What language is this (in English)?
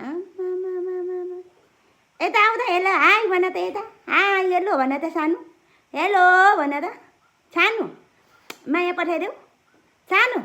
Nepali